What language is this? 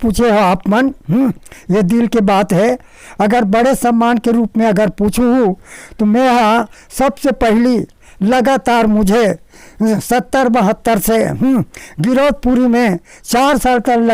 Chhattisgarhi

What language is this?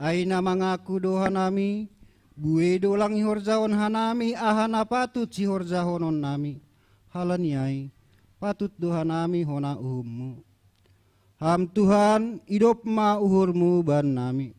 Batak Simalungun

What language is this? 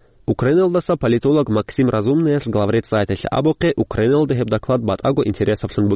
Avaric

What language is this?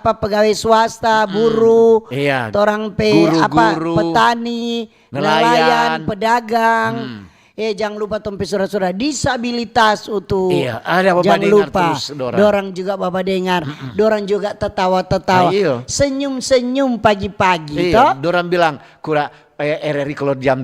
Manado Malay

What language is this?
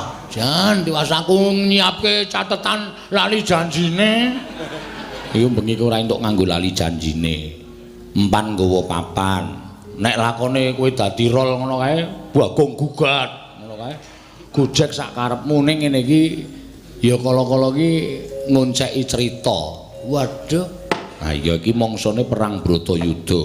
Javanese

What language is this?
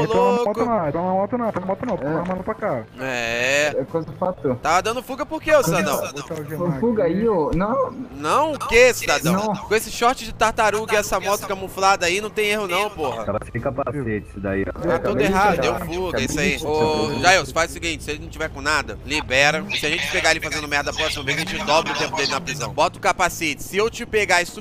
Portuguese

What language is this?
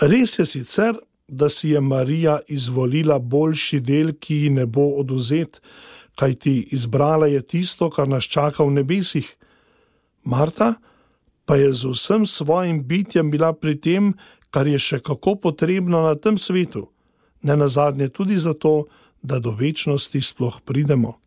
Slovenian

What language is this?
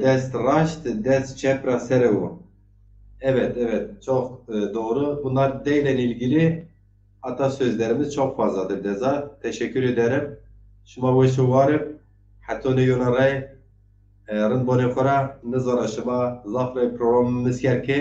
Zaza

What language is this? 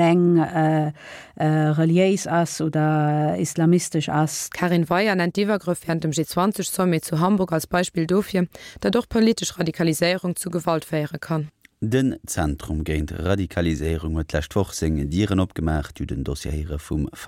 Luxembourgish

